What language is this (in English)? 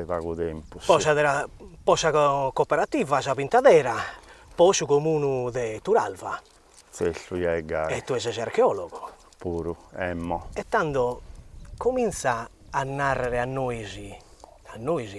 Sardinian